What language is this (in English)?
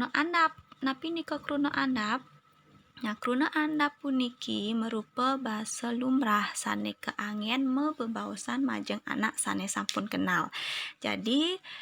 Balinese